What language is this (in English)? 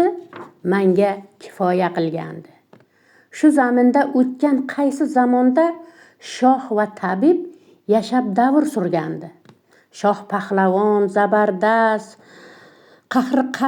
Uzbek